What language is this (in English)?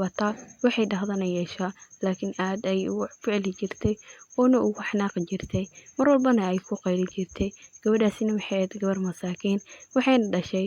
Somali